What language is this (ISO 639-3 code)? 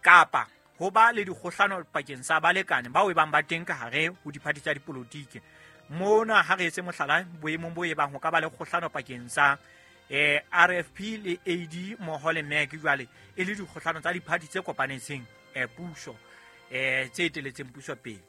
sot